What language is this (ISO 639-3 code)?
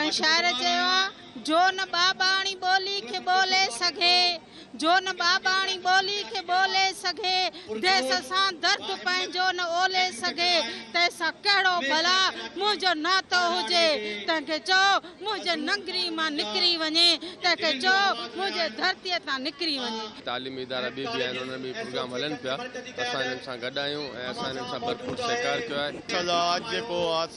snd